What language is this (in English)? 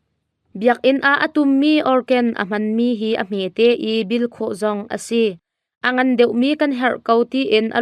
Hakha Chin